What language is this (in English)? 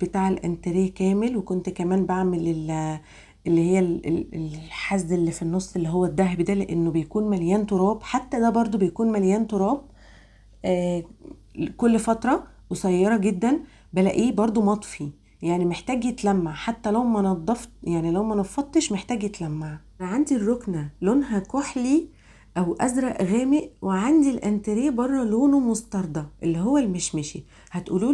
Egyptian Arabic